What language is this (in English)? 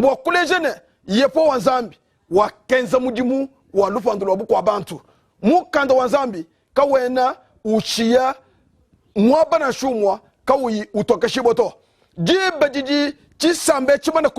Luba-Lulua